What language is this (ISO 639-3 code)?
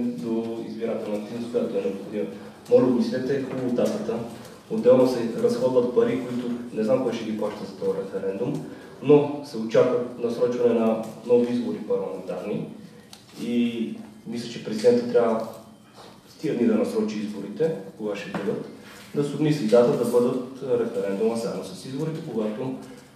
bul